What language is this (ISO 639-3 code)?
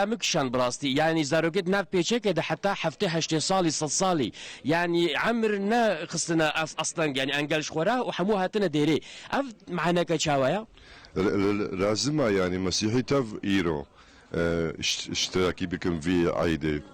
kur